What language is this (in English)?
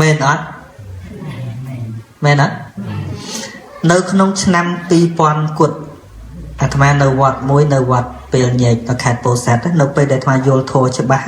Khmer